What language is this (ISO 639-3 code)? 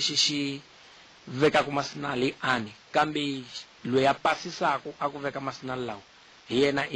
tso